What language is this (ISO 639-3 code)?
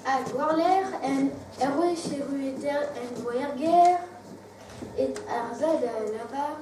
bre